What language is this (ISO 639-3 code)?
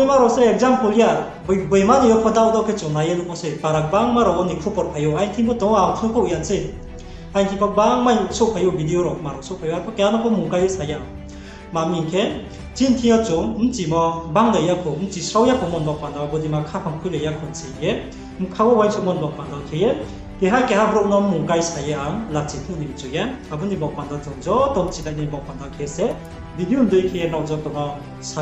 ria